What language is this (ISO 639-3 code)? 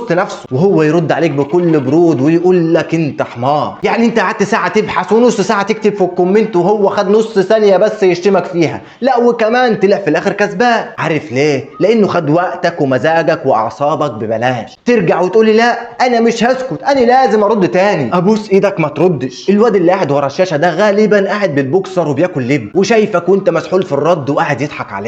arz